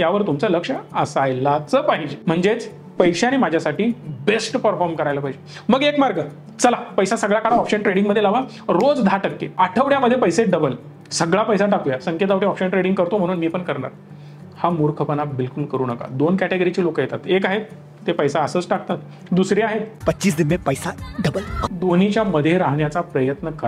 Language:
Marathi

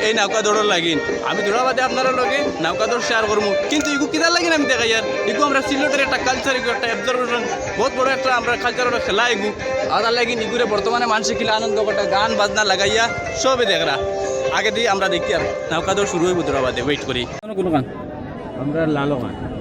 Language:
Sylheti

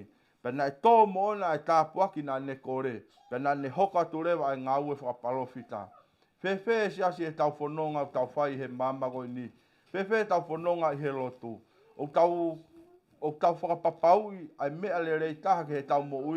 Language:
Tongan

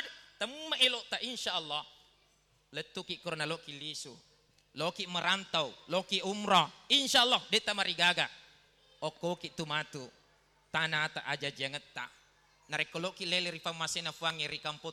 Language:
Buginese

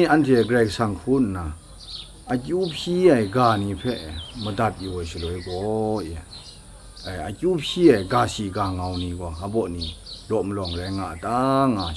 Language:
Kachin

